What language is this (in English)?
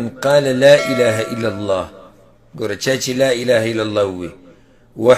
Pashto